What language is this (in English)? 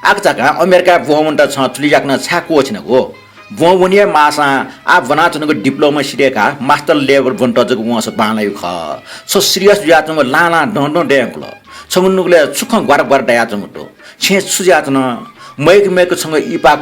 Newari